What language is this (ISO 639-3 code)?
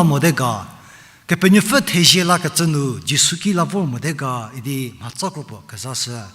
njm